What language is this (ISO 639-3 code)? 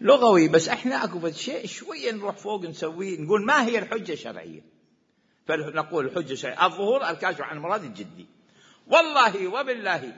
acm